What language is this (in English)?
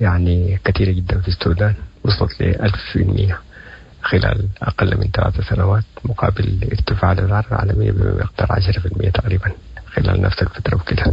Sudanese Arabic